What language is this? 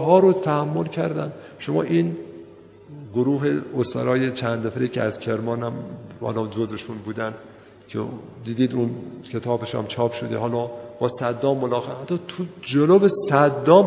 Persian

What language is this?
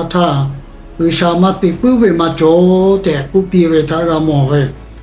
Lahu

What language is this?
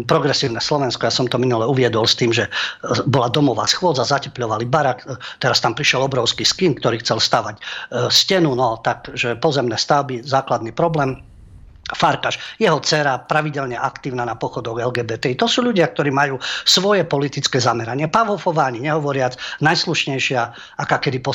Slovak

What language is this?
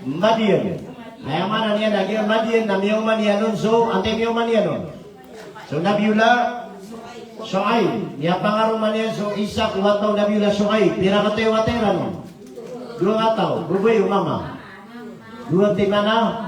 Maranao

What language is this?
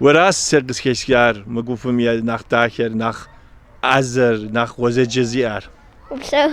Kabardian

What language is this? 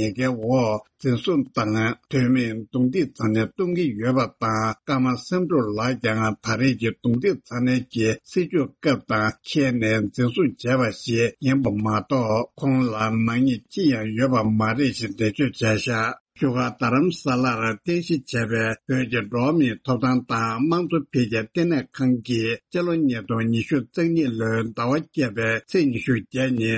Tibetan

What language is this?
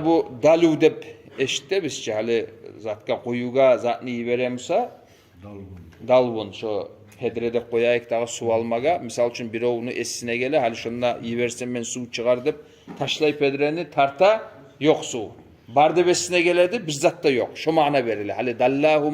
Kumyk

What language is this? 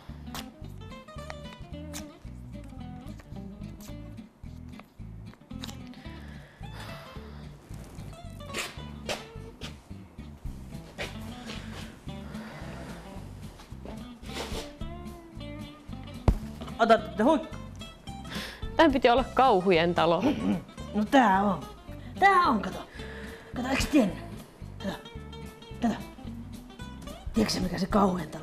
Finnish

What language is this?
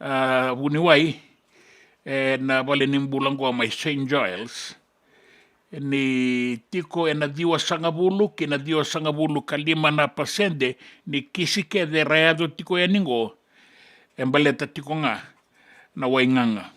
Fijian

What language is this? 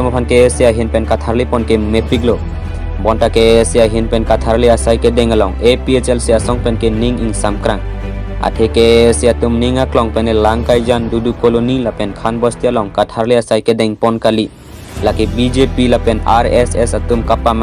Karbi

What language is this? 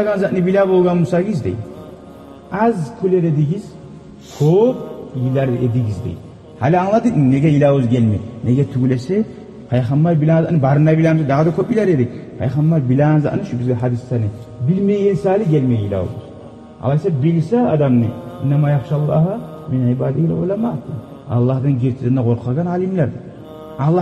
Kumyk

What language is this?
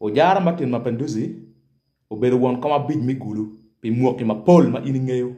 Acoli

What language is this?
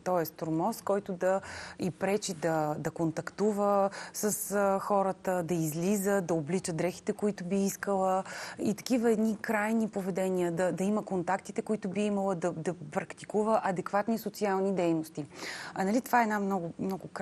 Bulgarian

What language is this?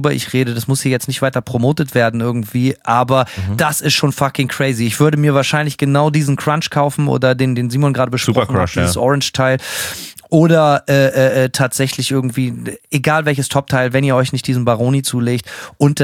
German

